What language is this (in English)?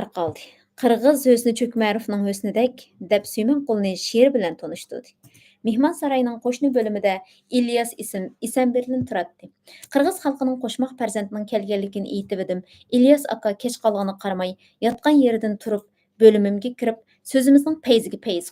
Uyghur